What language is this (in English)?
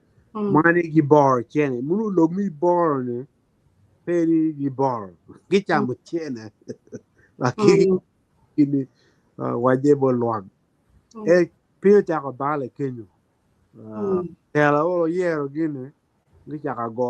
Acoli